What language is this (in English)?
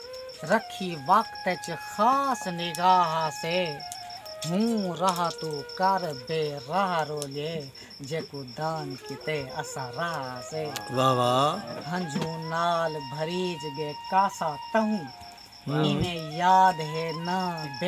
Saraiki